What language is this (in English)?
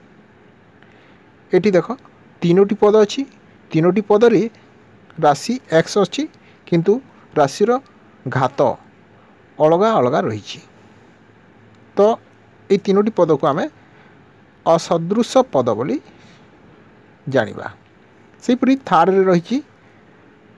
Odia